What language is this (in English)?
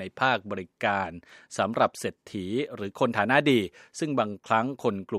Thai